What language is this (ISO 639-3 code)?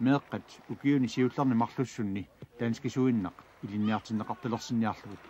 kal